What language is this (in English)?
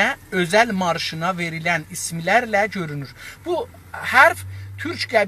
South Azerbaijani